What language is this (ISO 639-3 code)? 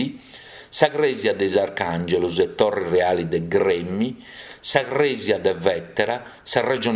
srd